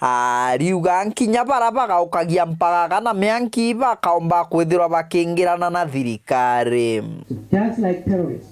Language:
Meru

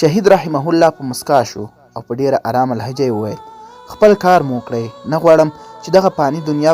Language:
Pashto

